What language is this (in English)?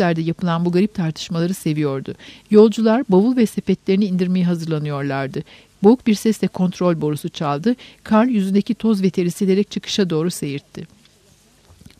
Turkish